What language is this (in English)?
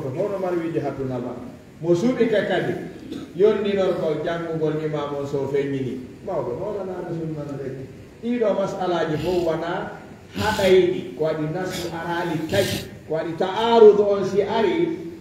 Fula